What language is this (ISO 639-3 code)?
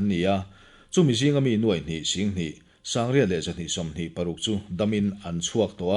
lus